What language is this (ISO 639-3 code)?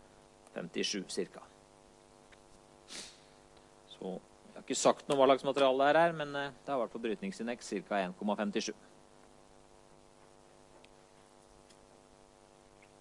nor